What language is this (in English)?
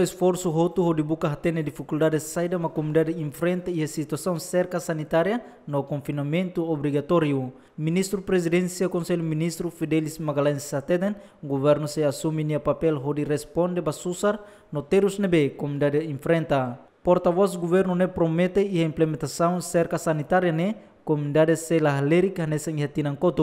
Tetum